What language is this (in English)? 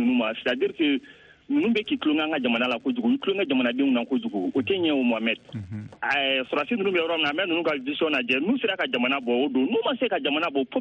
Bambara